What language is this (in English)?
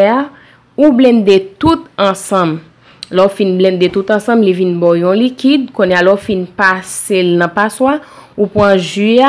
Haitian Creole